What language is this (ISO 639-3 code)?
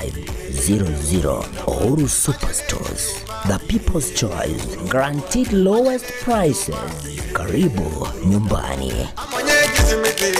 guz